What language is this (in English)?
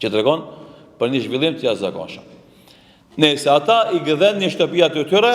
Albanian